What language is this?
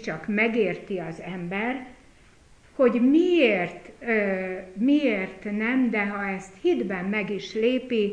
Hungarian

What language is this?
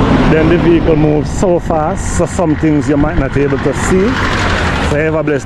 Jamaican Creole English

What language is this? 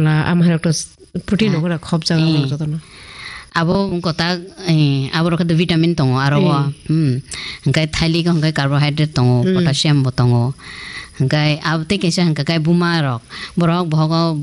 Kok Borok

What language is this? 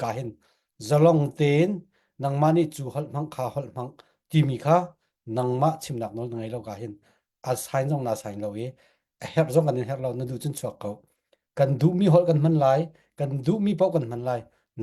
Falam Chin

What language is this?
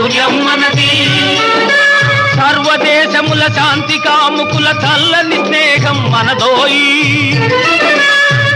Telugu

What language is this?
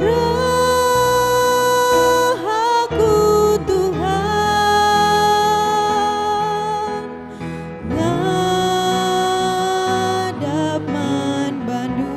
Batak Karo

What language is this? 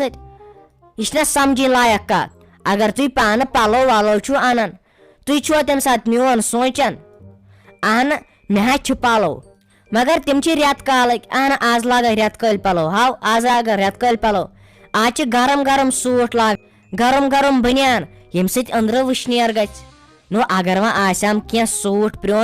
Kashmiri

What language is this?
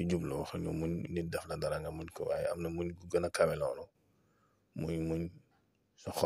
Wolof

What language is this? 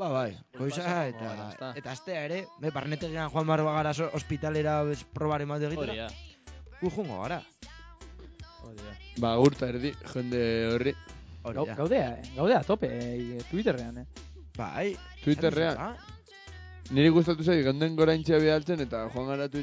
Basque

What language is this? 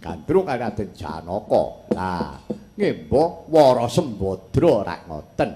Javanese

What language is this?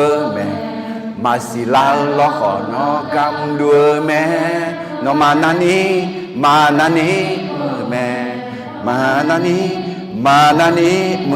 Akha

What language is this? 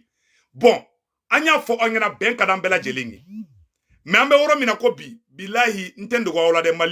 Bambara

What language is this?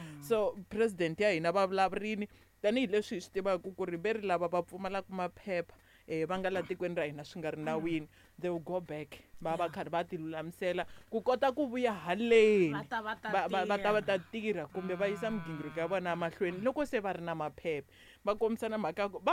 Tsonga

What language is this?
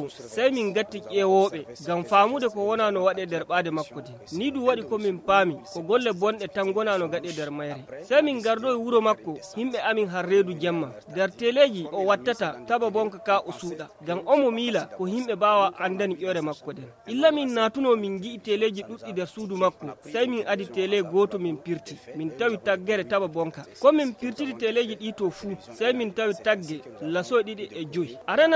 Fula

